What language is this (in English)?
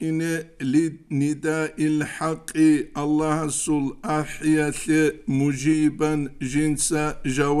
Avaric